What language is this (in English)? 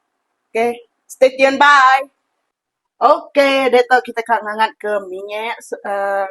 Iban